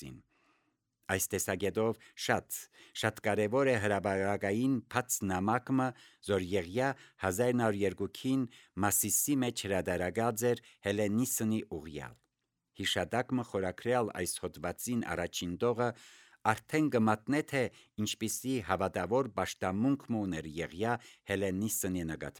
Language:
Armenian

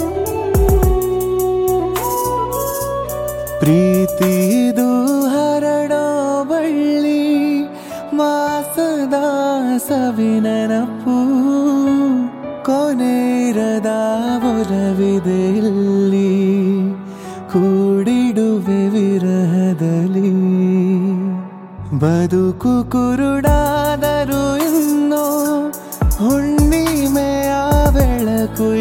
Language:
Kannada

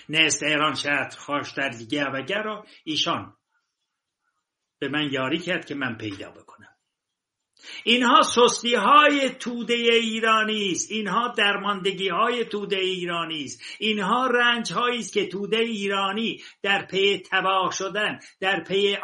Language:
Persian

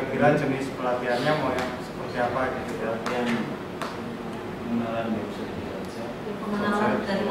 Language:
Indonesian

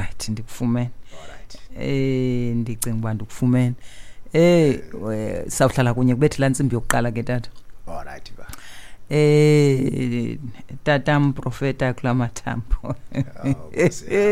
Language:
Xhosa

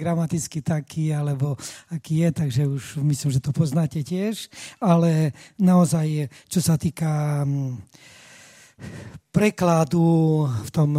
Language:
Slovak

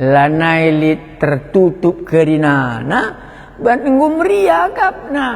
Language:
Batak Karo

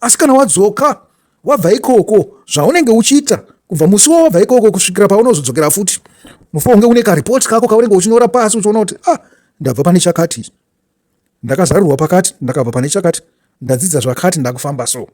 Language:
Shona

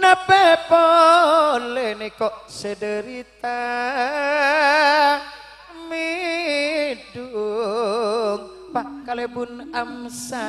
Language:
Madurese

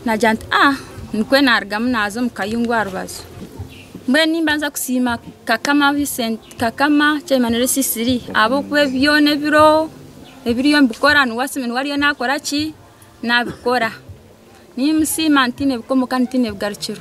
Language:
Nyankole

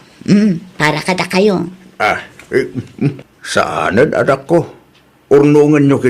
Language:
Iloko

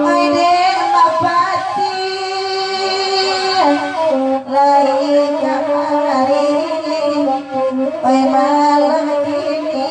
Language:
Minangkabau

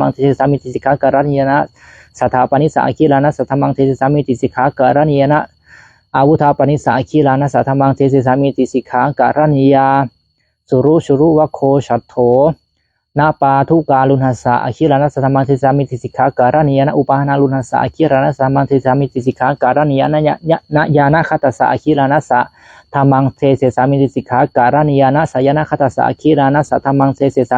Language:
Pali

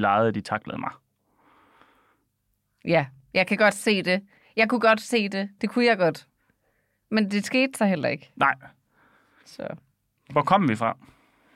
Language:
Danish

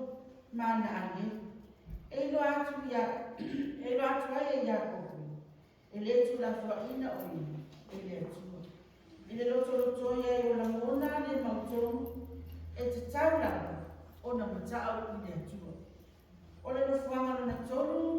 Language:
Samoan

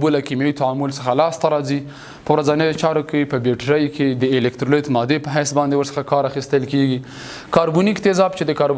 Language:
Pashto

